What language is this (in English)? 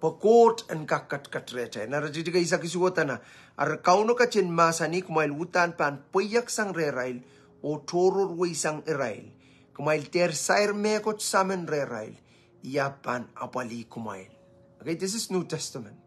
Pohnpeian